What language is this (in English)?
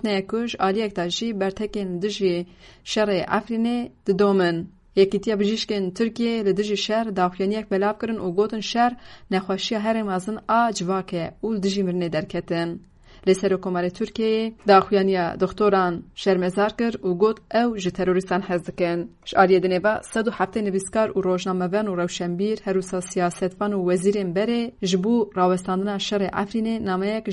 Kurdish